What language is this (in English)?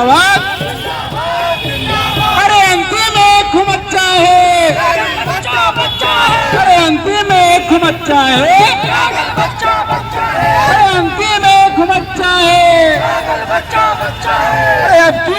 Magahi